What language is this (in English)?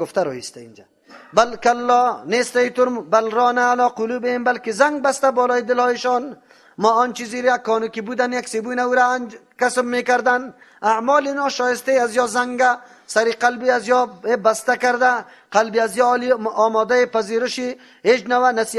Persian